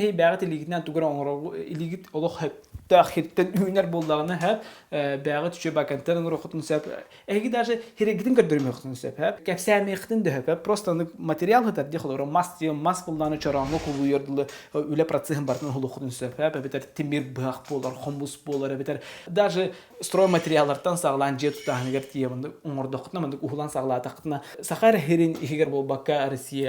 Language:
Yakut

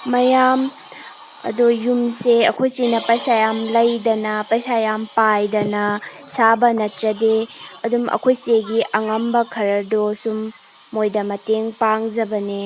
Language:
Manipuri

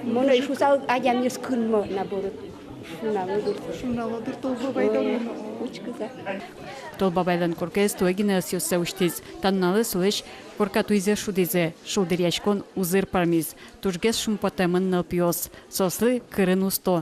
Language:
Udmurt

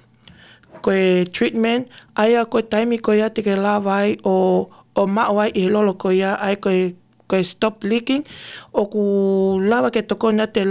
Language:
Tongan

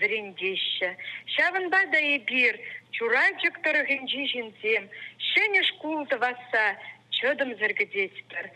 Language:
Chuvash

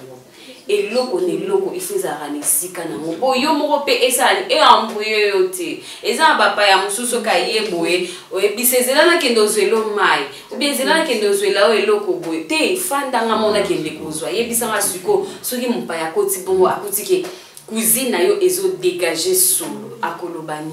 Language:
Lingala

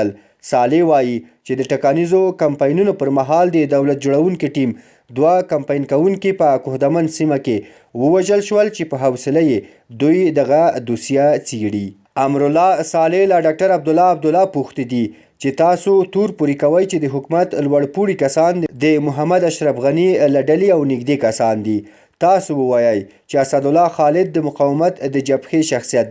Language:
Pashto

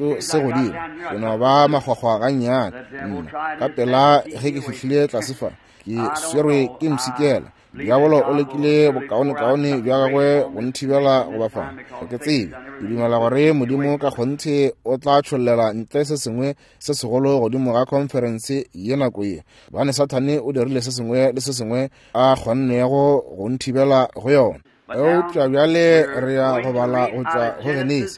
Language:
Northern Sotho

